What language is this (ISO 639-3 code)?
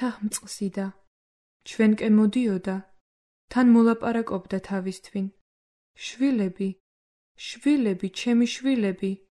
kat